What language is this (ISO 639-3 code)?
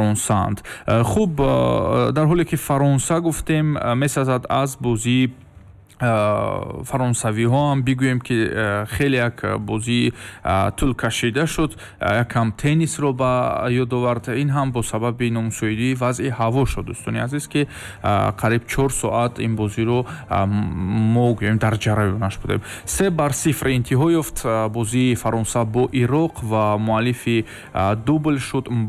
tgk